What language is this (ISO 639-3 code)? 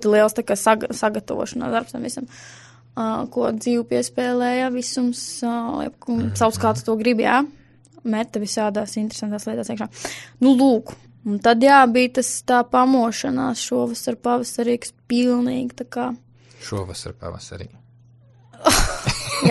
lav